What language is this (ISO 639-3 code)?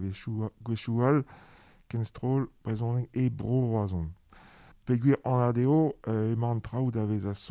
bre